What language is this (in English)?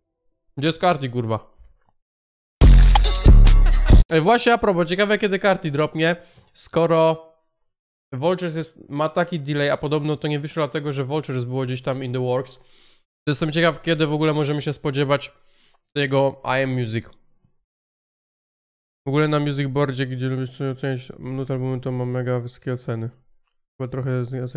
Polish